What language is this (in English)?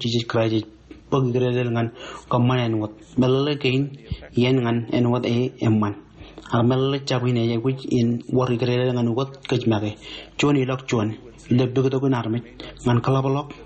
Marshallese